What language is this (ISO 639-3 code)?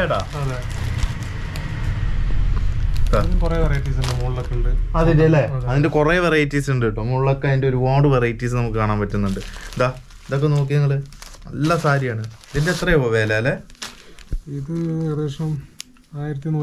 mal